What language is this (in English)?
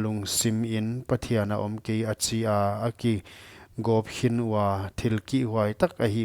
Paite Chin